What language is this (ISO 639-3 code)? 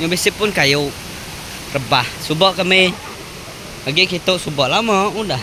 iba